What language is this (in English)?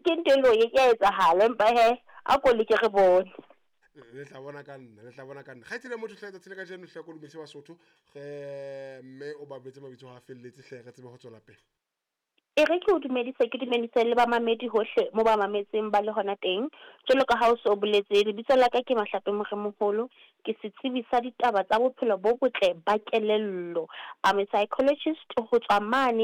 Southern Sotho